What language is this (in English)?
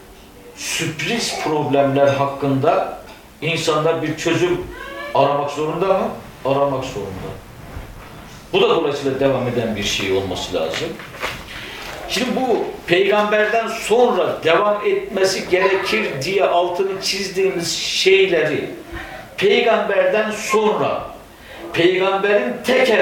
Turkish